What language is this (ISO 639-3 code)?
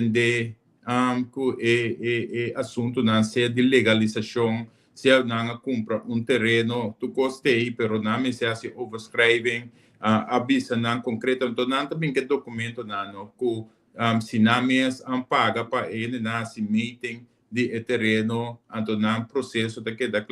pap